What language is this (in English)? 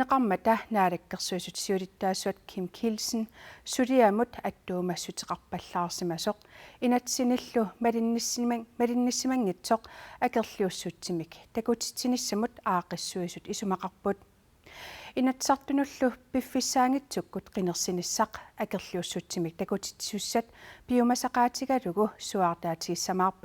Kalaallisut